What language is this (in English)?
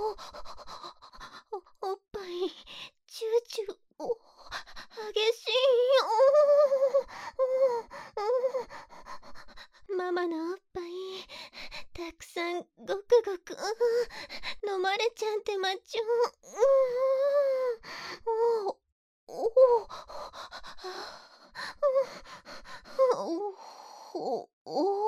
Japanese